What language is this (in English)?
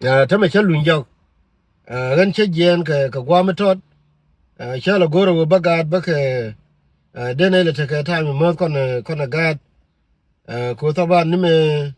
Nuer